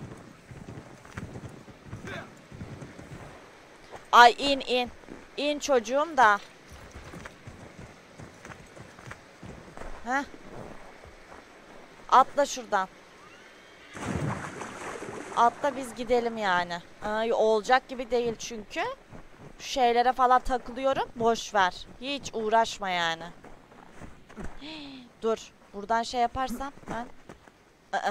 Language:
Turkish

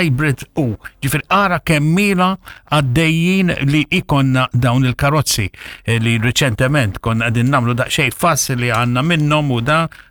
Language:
Maltese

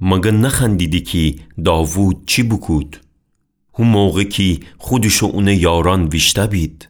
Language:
Gilaki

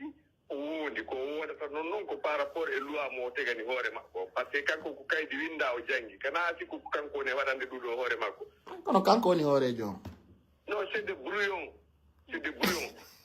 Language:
Pular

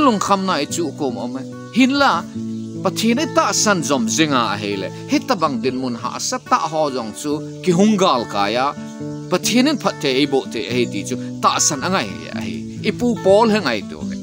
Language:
Thado Chin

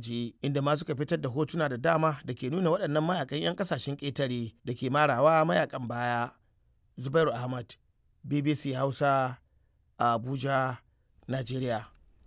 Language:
Hausa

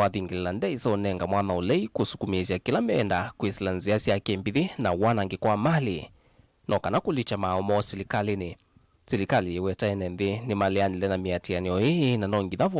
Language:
Kamba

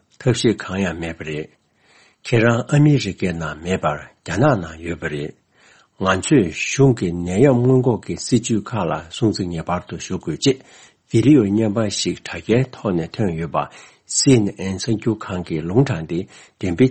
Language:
Tibetan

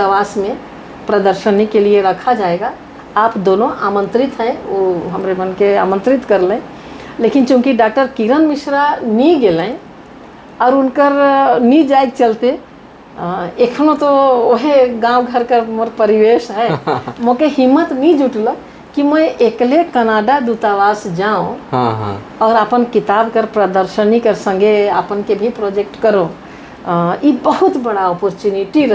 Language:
Sadri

